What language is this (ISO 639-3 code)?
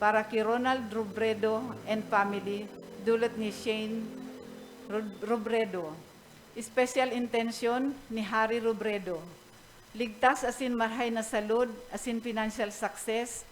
bik